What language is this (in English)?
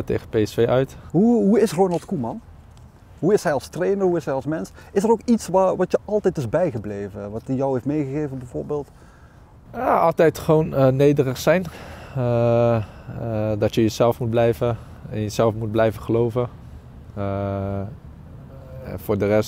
Dutch